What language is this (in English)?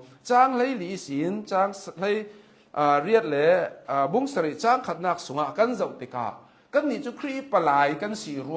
Hakha Chin